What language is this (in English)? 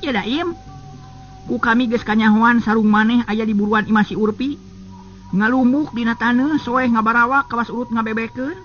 Sundanese